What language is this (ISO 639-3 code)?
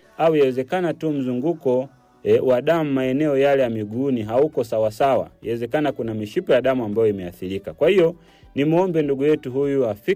swa